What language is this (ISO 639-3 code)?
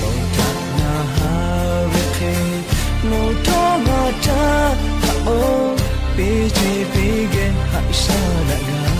lhu